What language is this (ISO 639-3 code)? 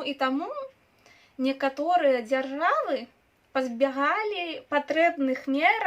bel